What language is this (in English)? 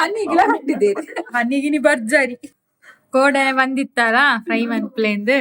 Tulu